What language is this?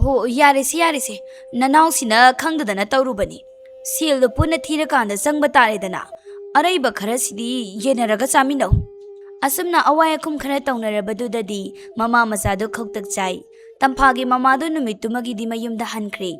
Manipuri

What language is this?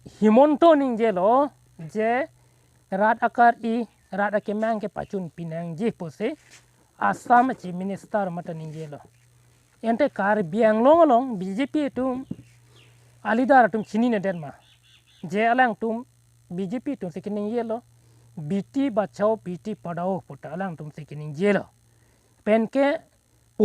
Karbi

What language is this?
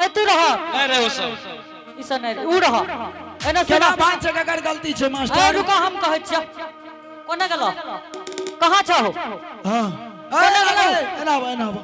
Angika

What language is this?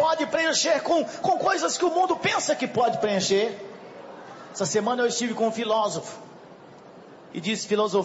Portuguese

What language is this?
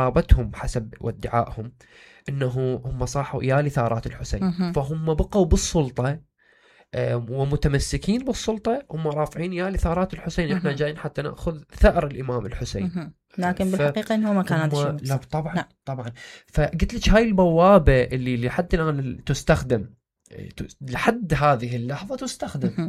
Mesopotamian Arabic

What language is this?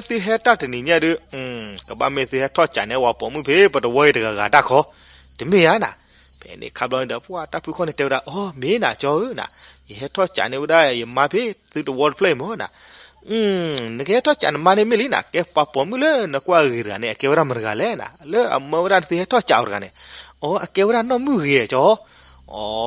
S'gaw Karen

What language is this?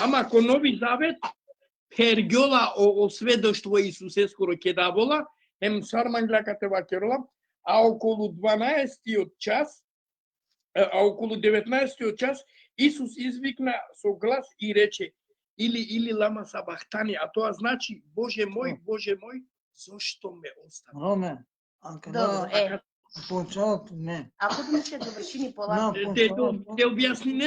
Balkan Romani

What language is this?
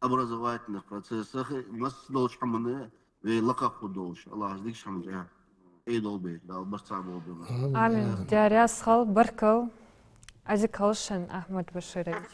Ingush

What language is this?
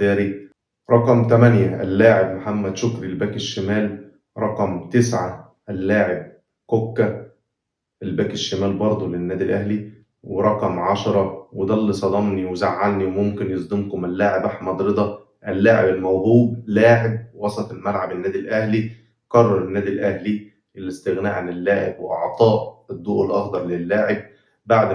Egyptian Arabic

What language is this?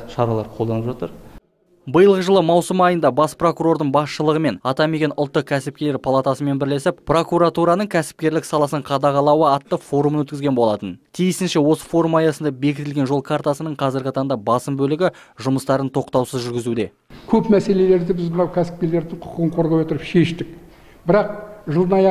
Kazakh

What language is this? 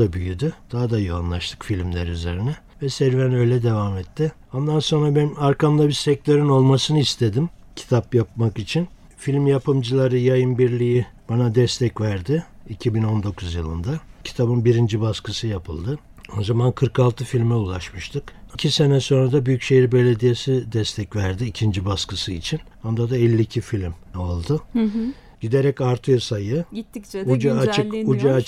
Turkish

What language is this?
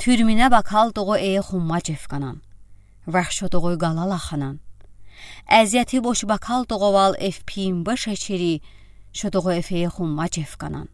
Udi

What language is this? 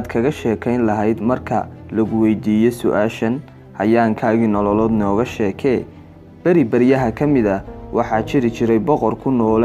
Somali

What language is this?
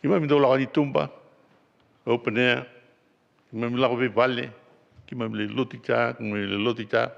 Fijian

